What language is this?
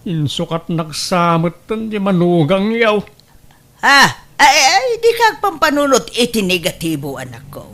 Iloko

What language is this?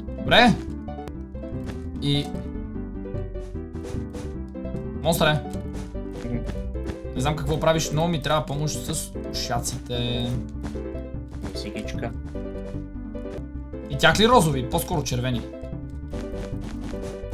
Bulgarian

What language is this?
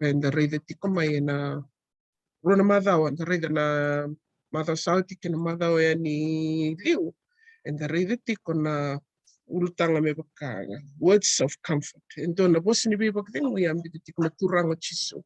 Fijian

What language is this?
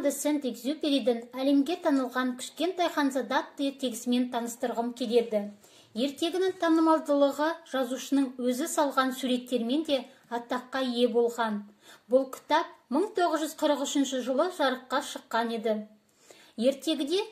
Kazakh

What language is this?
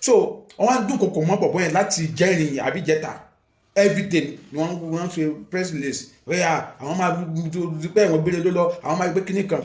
Yoruba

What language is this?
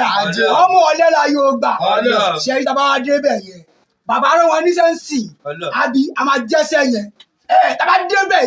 Yoruba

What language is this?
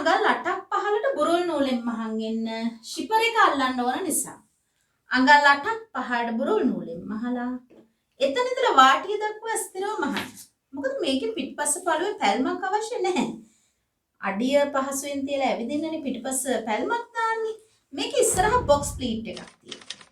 Sinhala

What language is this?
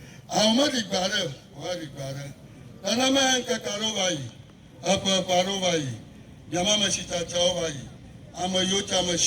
Ewe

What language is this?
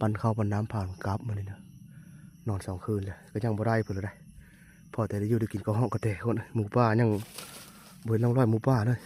Lao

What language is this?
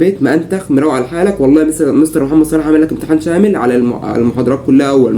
Egyptian Arabic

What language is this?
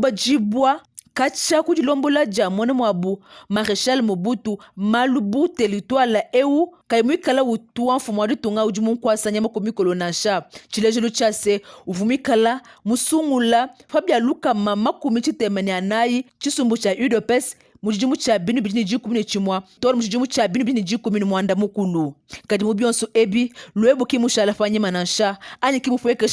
Luba-Lulua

